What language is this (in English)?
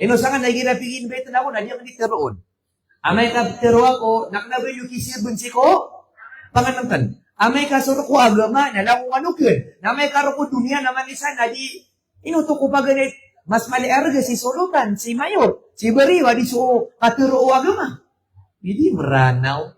Maranao